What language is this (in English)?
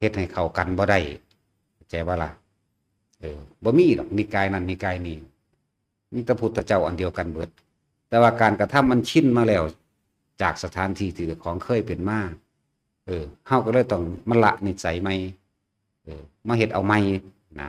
Northeastern Thai